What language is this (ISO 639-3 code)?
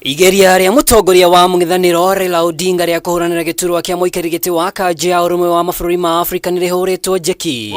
kik